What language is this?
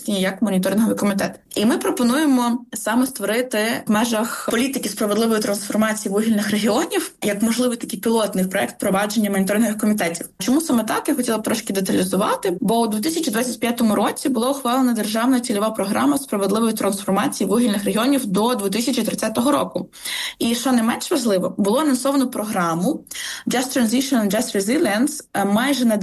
Ukrainian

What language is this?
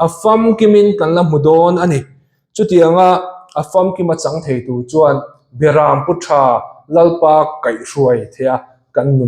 Mizo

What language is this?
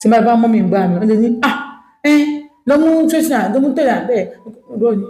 Yoruba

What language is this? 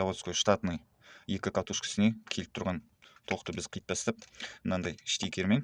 Kazakh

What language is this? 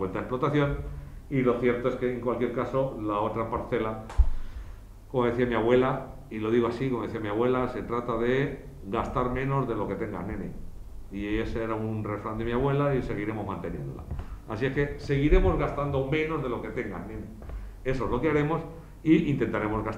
Spanish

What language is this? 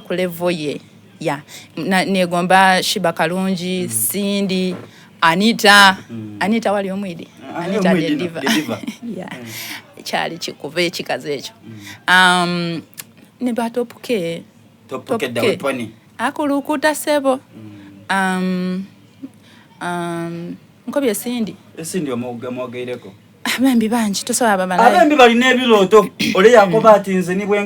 Soga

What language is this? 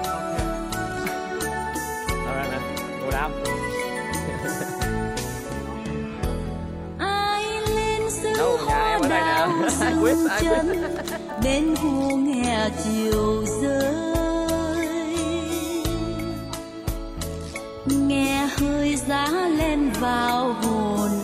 Vietnamese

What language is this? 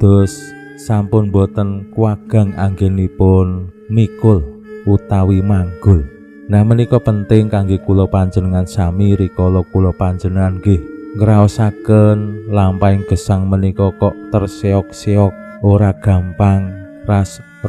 Javanese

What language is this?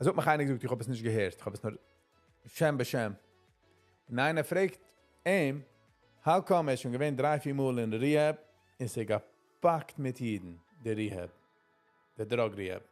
Yiddish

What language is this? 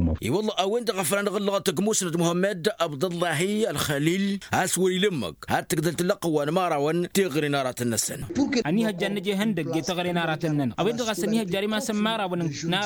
Tamasheq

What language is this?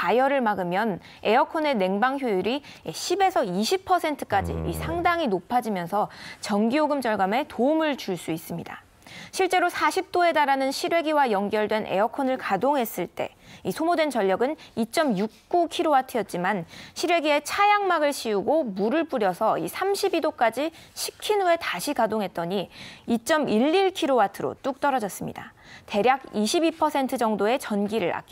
Korean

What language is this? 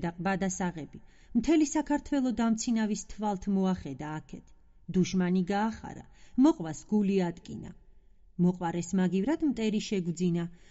Georgian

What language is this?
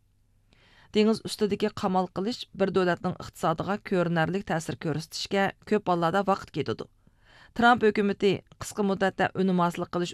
Uyghur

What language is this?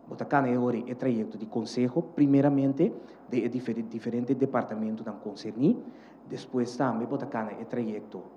Papiamento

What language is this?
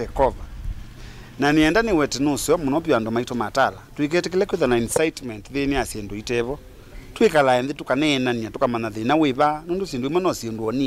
Kamba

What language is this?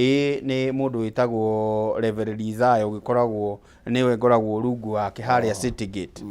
Kikuyu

